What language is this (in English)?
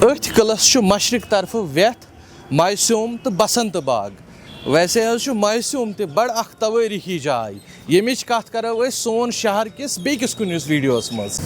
Kashmiri